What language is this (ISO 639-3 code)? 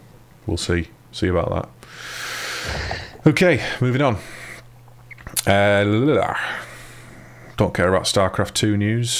eng